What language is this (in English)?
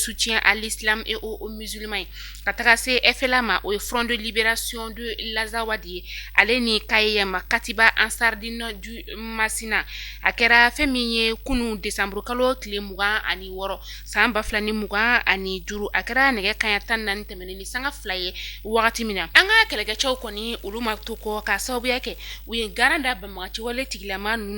Bambara